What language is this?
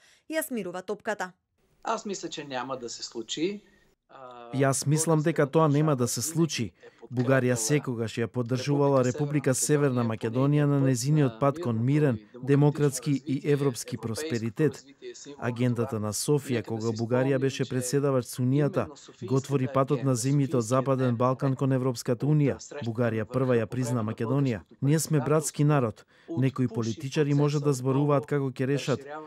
Macedonian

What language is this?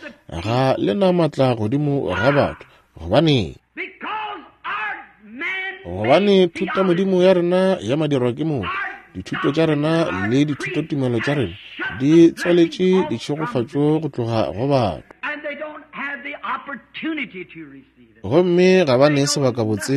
Northern Sotho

